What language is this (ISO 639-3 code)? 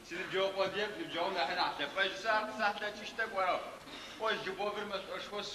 ady